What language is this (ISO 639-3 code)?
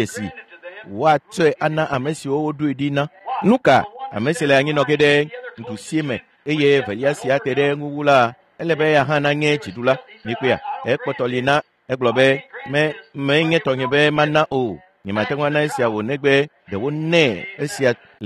ewe